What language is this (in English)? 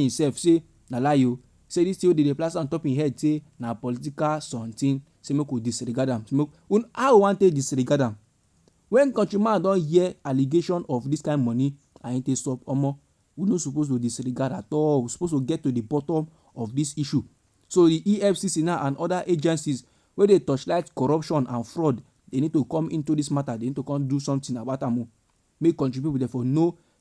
Nigerian Pidgin